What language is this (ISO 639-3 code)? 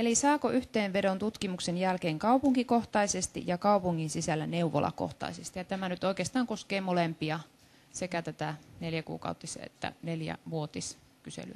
fin